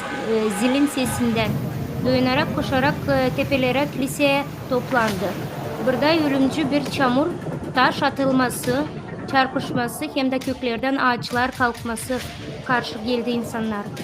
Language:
Gagauz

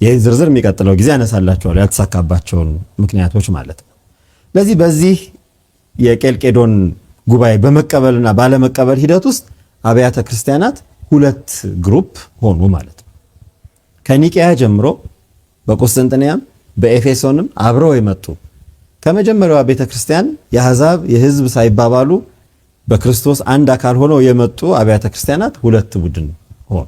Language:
Amharic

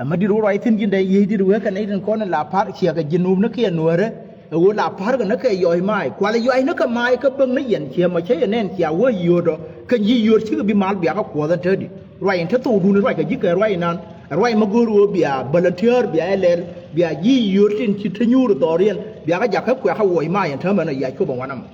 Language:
Nuer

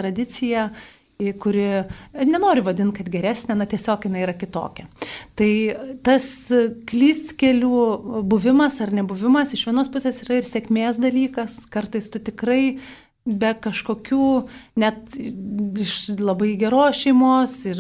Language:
Lithuanian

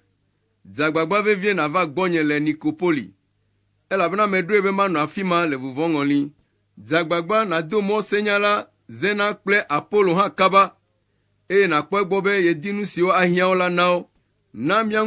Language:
Ewe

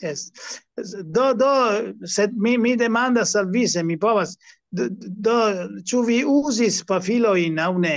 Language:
Esperanto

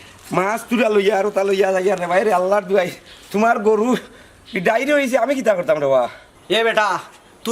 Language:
Sylheti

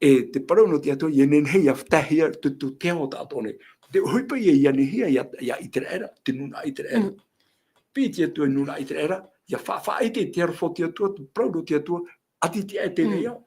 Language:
Tahitian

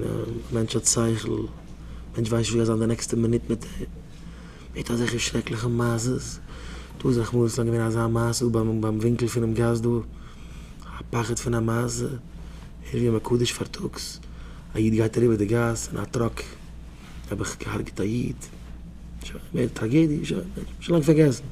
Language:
Yiddish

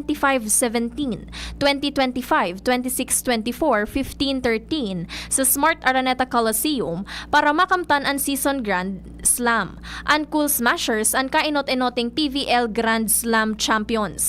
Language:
Bikol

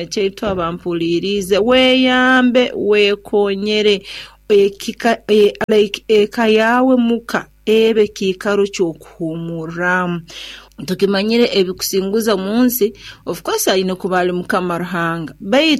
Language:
Nyoro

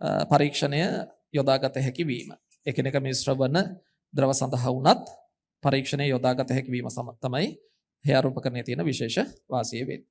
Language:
Sinhala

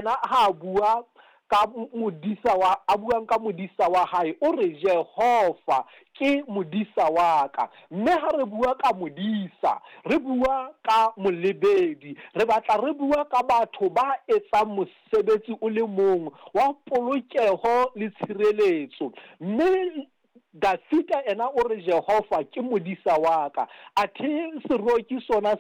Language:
Southern Sotho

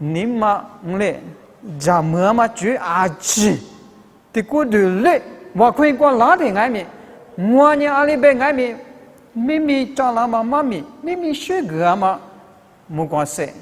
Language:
Lisu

